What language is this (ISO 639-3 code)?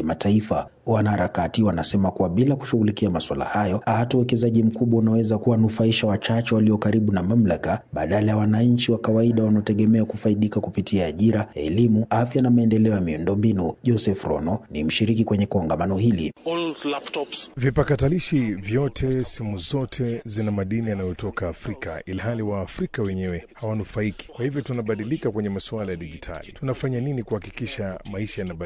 swa